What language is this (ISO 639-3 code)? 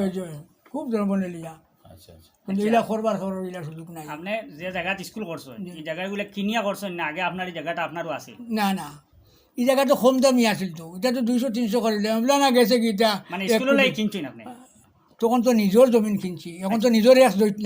syl